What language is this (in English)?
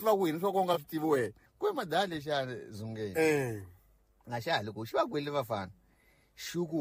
Tsonga